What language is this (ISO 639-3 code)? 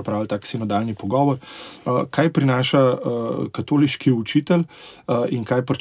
slv